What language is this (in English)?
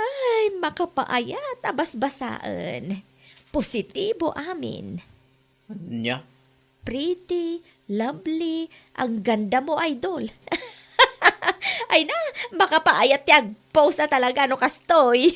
Iloko